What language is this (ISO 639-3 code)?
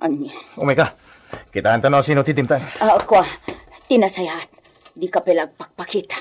ilo